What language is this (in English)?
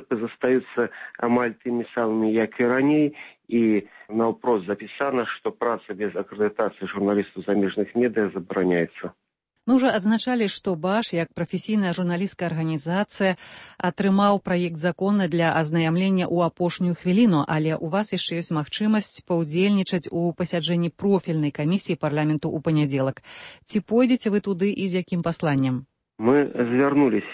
Belarusian